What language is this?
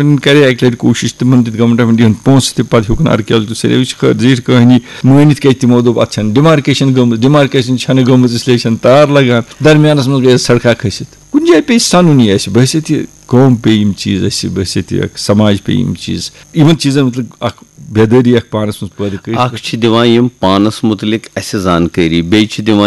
Kashmiri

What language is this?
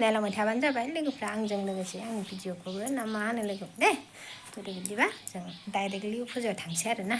Bodo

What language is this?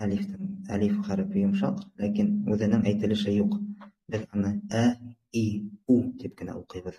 Bashkir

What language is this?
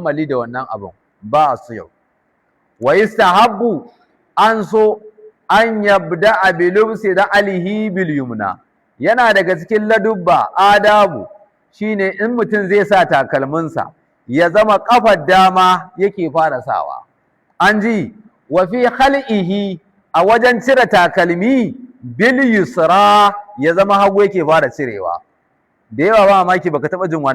Hausa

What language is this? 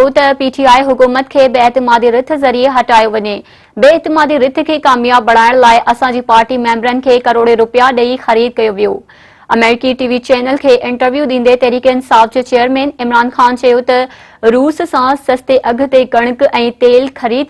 Sindhi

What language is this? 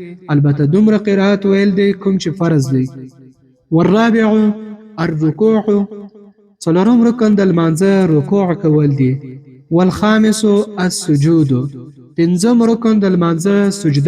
Pashto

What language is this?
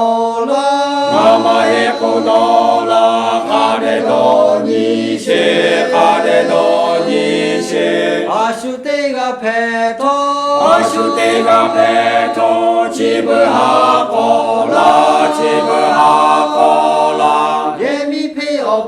Lahu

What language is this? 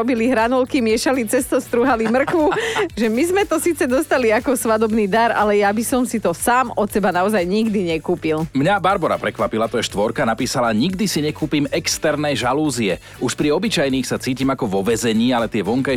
Slovak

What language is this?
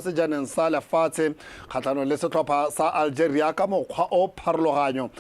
Tswana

